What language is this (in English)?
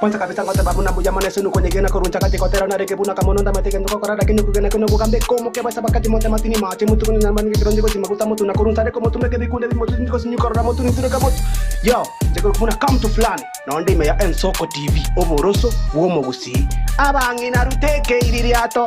Gusii